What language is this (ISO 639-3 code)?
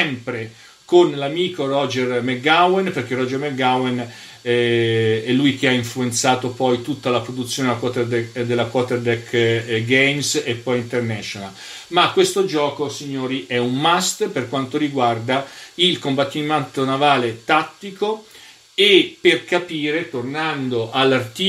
ita